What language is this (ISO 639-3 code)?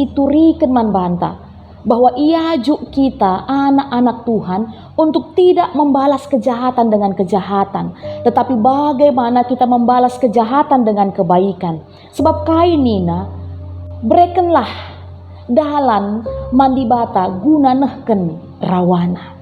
btx